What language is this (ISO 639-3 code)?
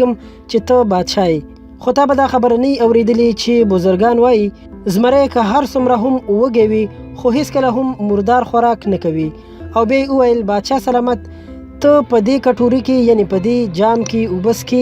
pus